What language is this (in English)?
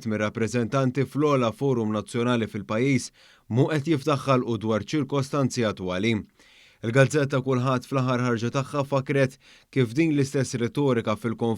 Maltese